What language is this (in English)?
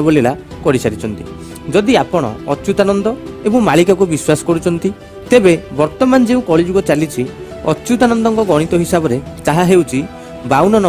Odia